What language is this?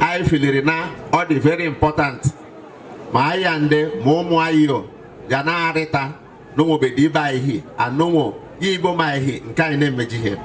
Igbo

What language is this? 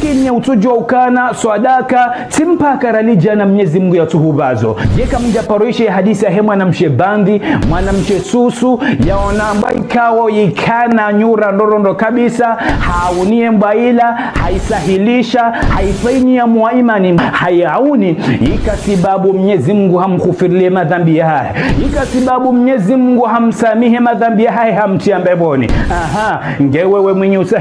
Ngazidja Comorian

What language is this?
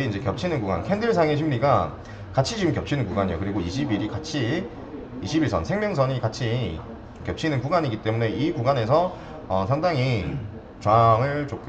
Korean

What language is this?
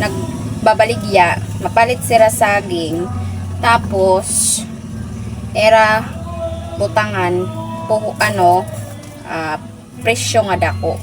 Waray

